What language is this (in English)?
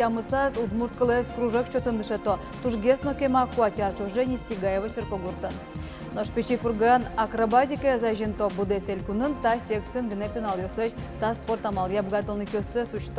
Udmurt